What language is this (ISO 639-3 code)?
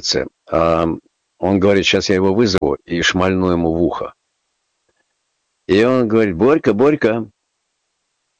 rus